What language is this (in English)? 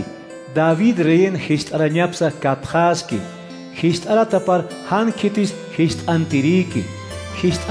Aymara